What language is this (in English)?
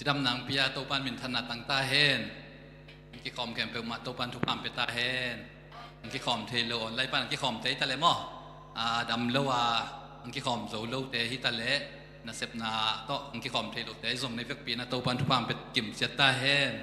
Tedim Chin